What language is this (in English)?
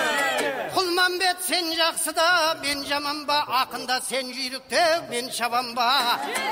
Kazakh